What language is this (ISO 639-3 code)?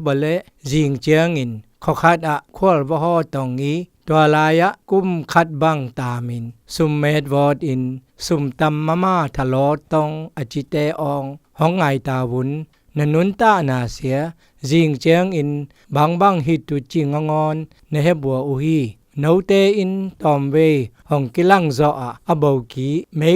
zom